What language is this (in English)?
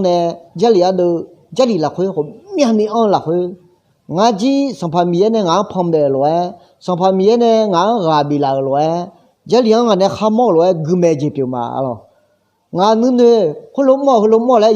Akha